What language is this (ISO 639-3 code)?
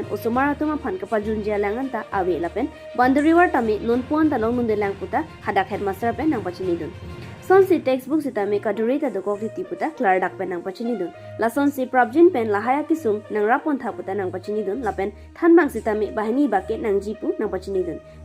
mjw